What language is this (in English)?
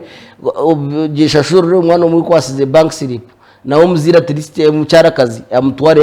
Nyankole